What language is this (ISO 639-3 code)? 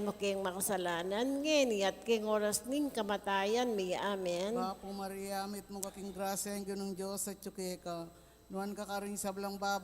pam